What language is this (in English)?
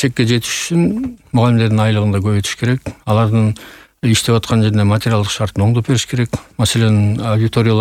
Kyrgyz